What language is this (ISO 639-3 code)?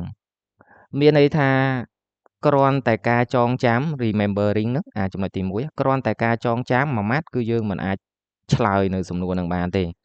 khm